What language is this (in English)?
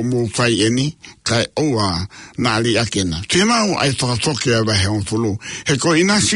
Tongan